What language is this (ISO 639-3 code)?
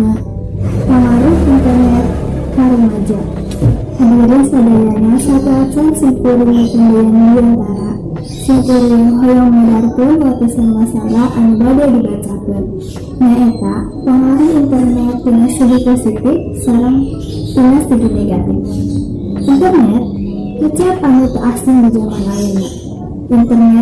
sun